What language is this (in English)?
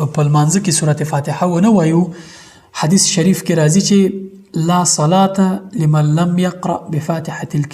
Pashto